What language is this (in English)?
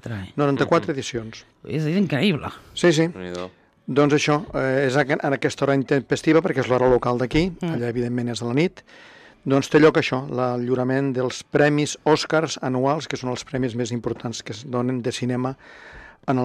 Catalan